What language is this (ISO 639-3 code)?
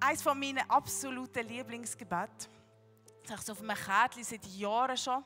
gsw